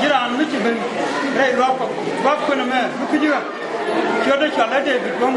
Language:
Nuer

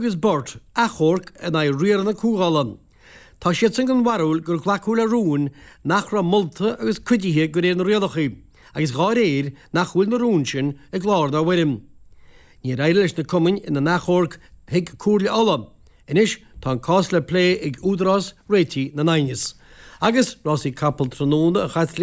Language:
Irish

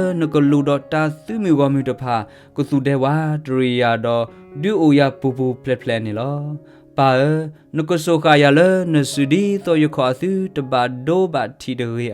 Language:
S'gaw Karen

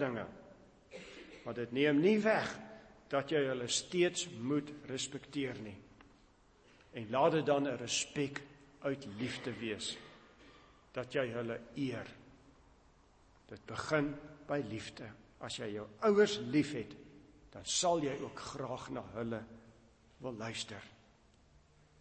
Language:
Afrikaans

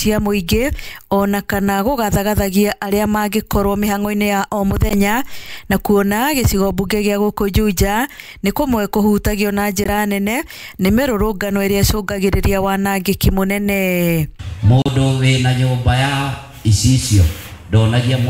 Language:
Kikuyu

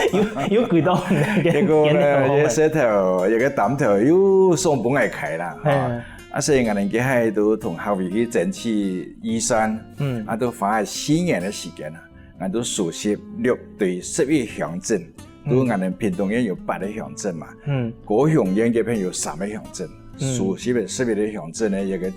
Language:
Hakka Chinese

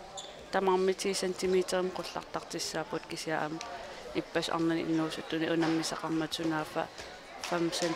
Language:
Kalaallisut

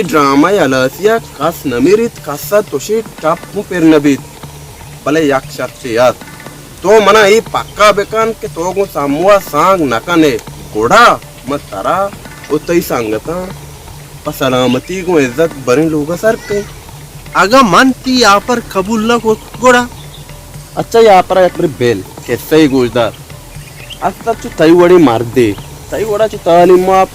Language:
Baluchi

